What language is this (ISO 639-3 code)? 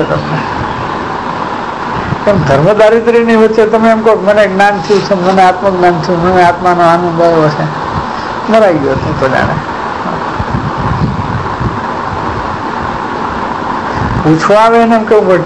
guj